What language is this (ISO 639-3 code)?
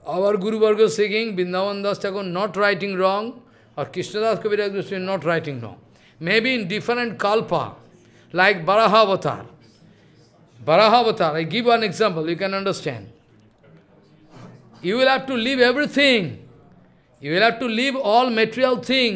eng